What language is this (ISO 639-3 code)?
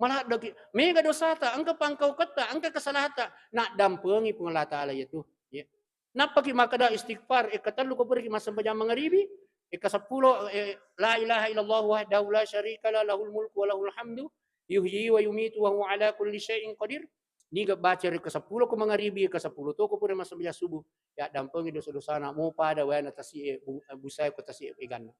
bug